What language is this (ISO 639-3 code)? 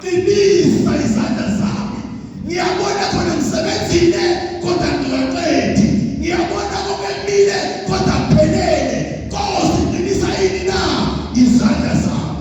zul